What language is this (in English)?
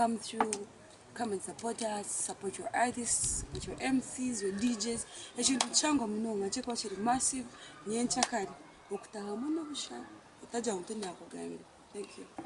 Nyankole